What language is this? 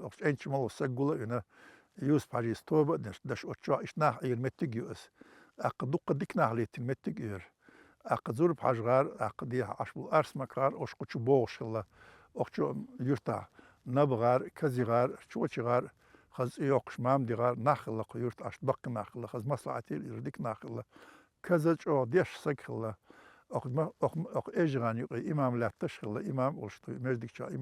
Chechen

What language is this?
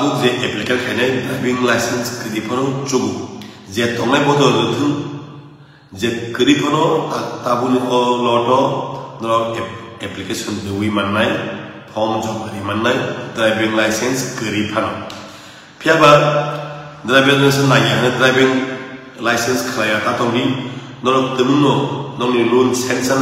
Kok Borok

